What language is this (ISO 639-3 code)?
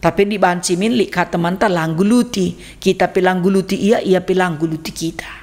btx